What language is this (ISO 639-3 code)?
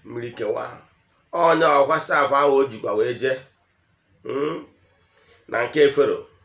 ibo